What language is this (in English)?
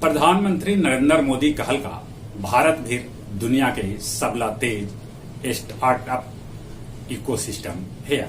Magahi